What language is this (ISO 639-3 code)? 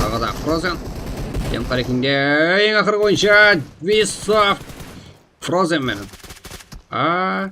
kaa